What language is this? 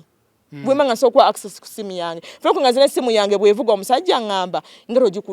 Ganda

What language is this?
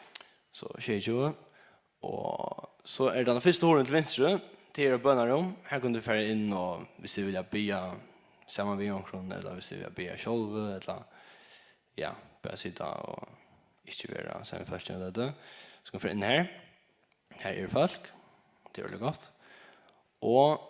Faroese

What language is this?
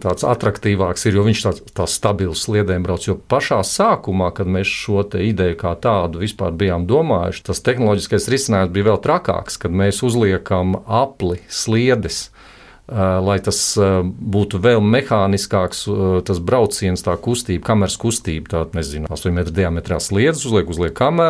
Latvian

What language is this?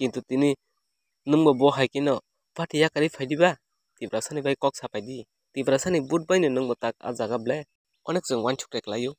Kok Borok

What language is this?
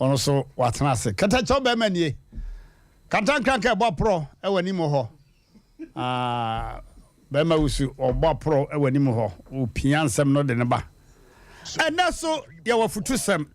Akan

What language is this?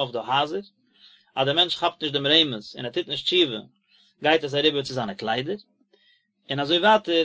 Yiddish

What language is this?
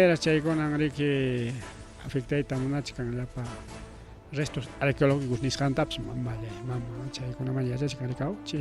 Ayacucho Quechua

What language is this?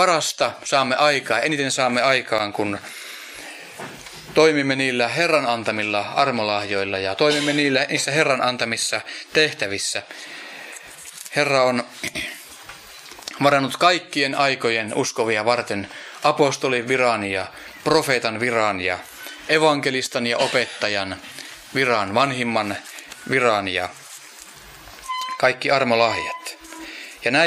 Finnish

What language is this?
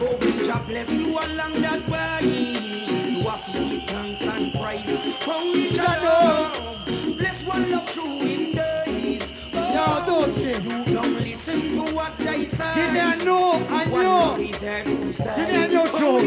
Jamaican Creole English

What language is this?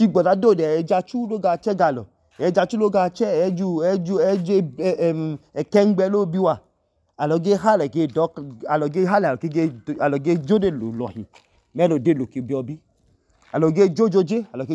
Idoma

